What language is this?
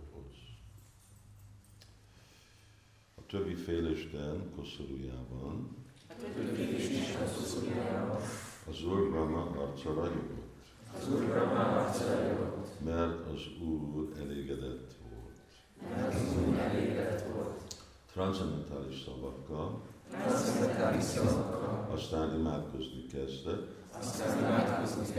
Hungarian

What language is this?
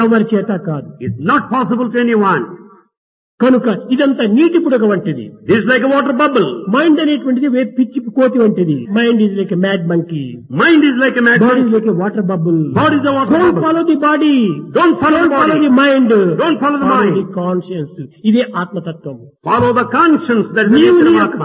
Telugu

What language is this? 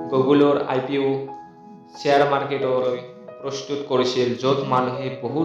Assamese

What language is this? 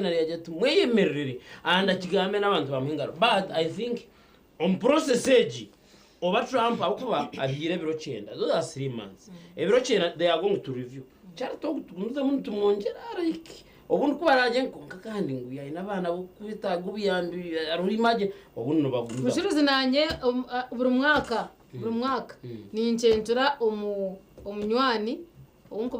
Nyankole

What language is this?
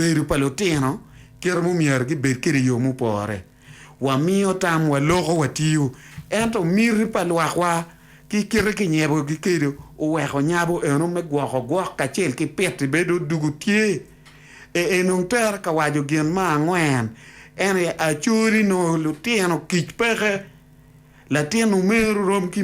Acoli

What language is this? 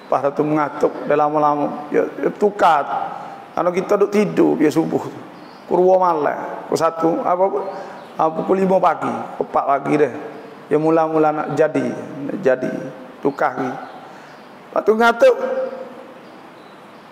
Malay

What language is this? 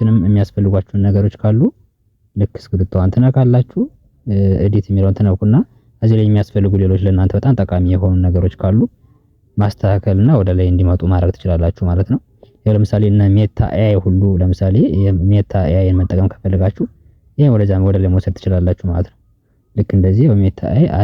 Amharic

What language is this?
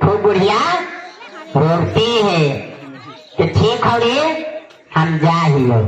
Magahi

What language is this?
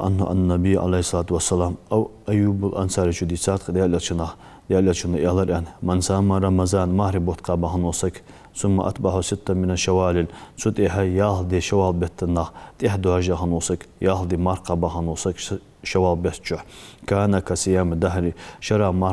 Ingush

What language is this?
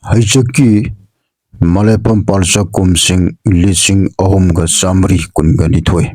Manipuri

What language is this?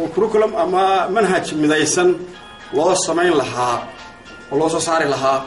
Somali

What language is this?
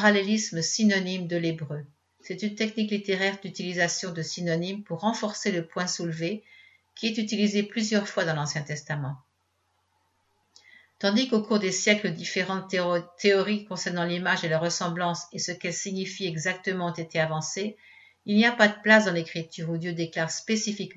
French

